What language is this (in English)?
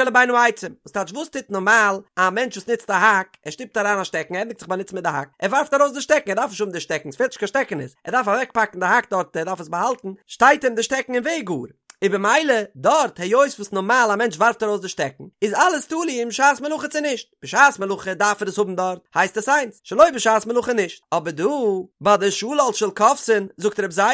Yiddish